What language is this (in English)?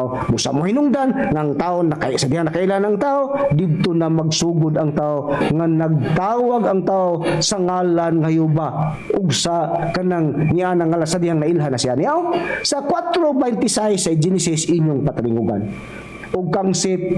Cebuano